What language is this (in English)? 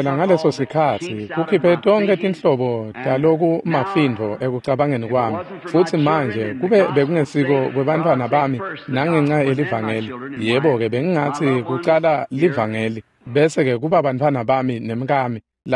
Swati